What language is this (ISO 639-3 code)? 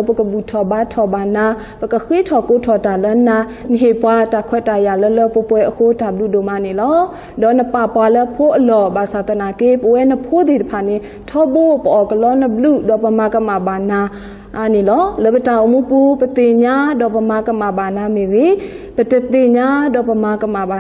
ksw